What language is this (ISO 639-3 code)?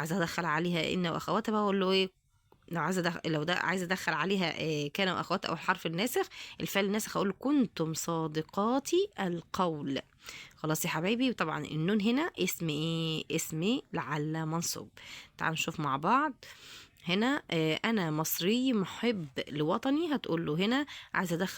arz